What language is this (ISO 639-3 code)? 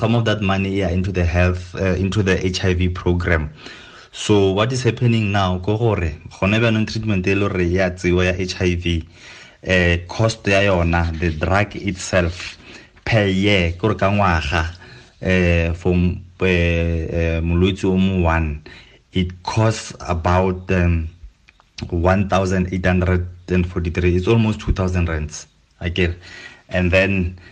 tsn